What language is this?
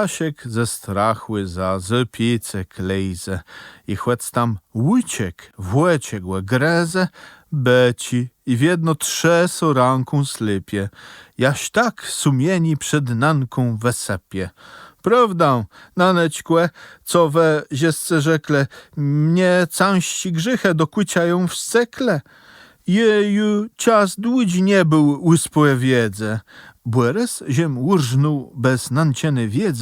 Kashubian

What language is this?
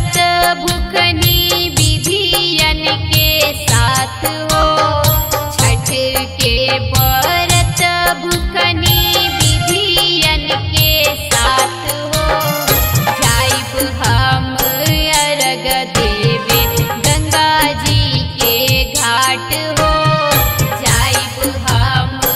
Bhojpuri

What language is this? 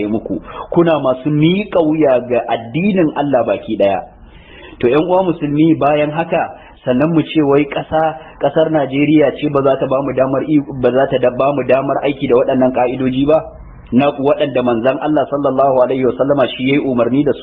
Hausa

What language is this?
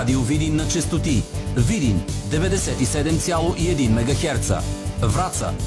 Bulgarian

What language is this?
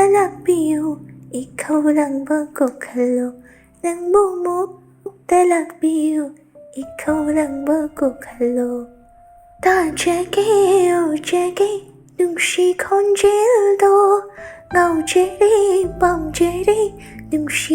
Manipuri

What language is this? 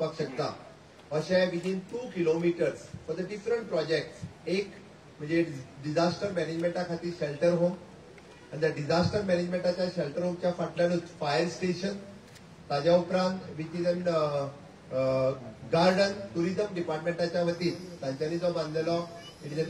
Konkani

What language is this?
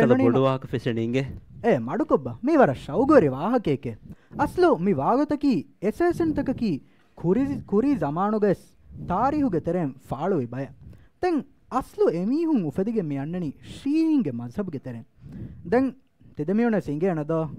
Divehi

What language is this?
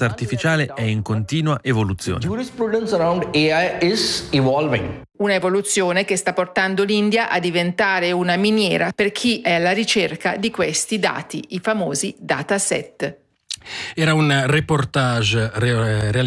Italian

